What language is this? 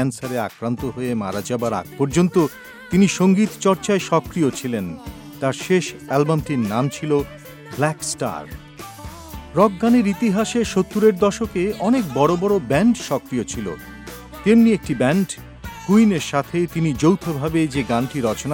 Bangla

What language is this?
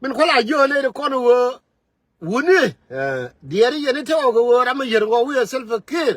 Nuer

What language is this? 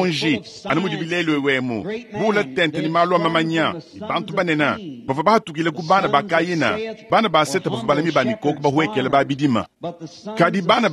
Luba-Lulua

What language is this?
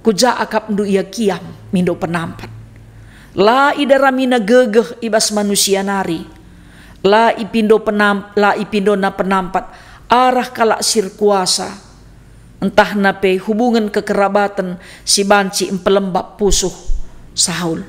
Batak Karo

